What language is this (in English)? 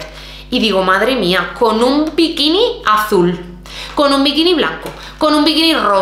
Spanish